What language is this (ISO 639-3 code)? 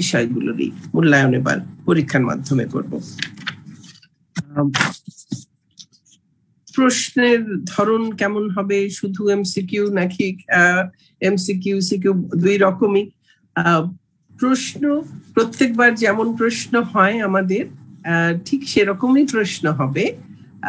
ben